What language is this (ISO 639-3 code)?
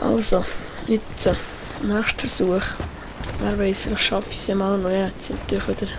gsw